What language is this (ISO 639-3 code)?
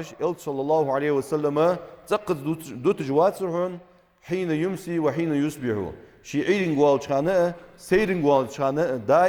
inh